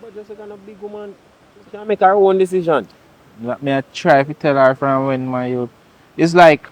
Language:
Jamaican Creole English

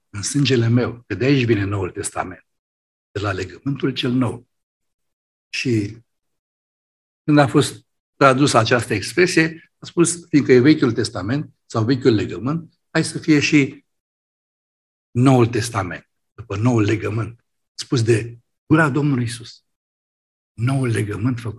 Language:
Romanian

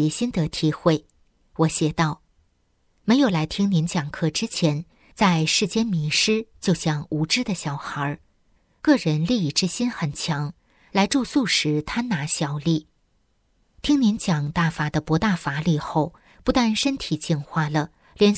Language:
Chinese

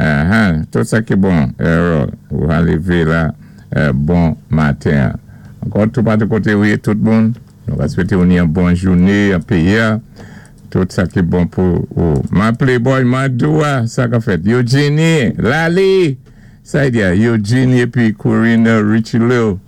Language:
Saint Lucian Creole French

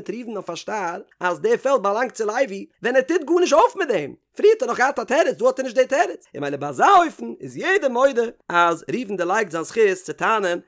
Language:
Yiddish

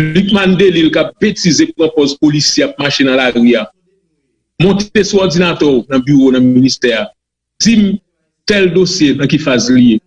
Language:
Haitian Creole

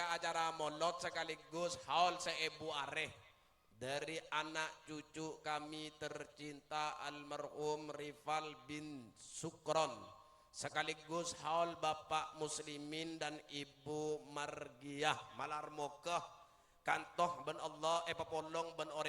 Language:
Madurese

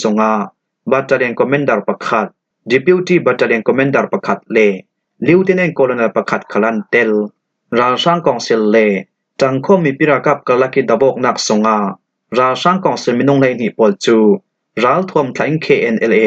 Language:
Falam Chin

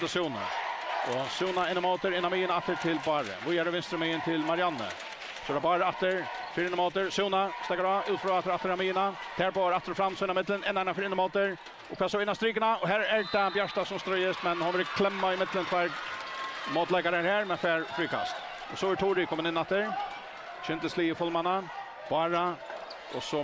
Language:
Faroese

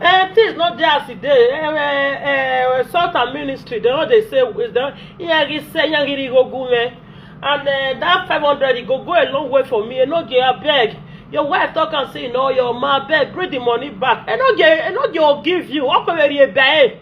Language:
Nigerian Pidgin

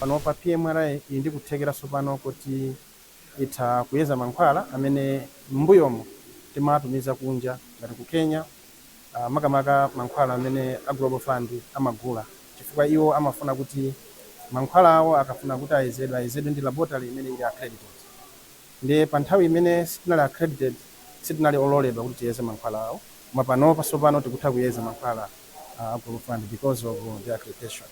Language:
Nyanja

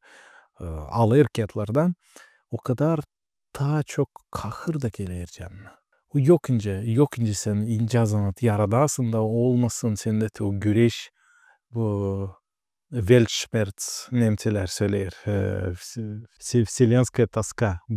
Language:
Gagauz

